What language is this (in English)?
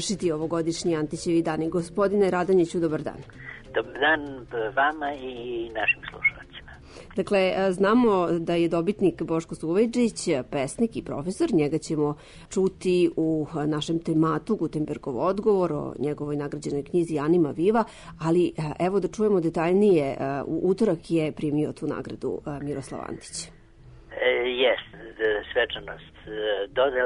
Serbian